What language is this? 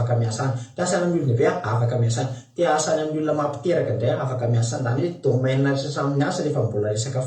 Malagasy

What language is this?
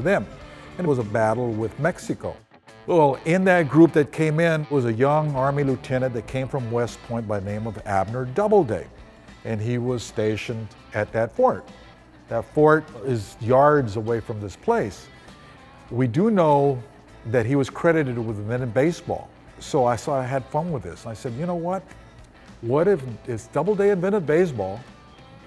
English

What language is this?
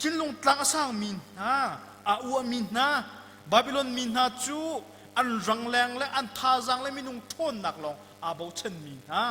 Hakha Chin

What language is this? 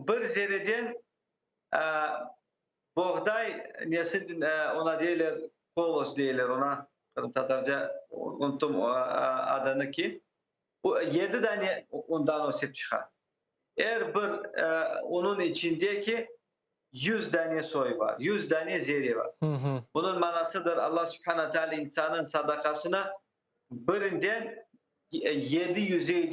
Crimean Tatar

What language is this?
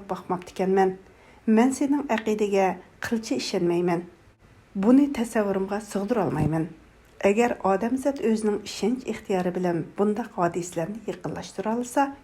Uyghur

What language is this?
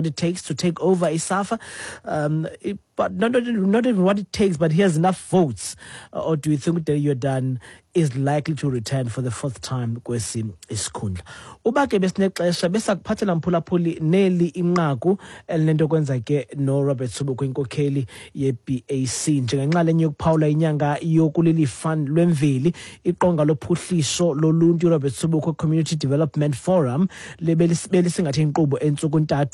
Xhosa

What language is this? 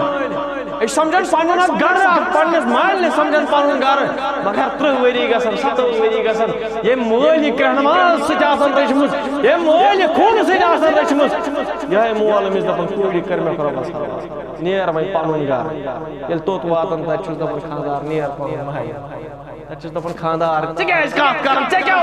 Kashmiri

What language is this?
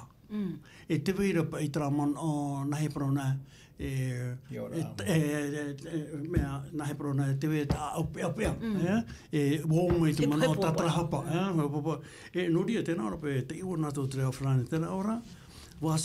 Tahitian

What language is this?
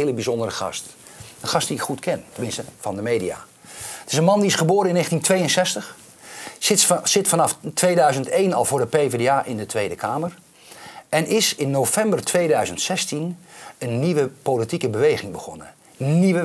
Dutch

